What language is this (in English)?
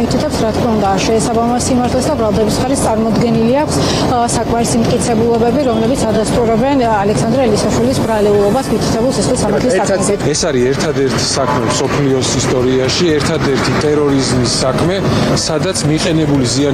Georgian